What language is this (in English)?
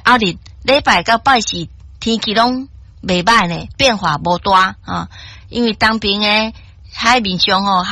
Min Nan Chinese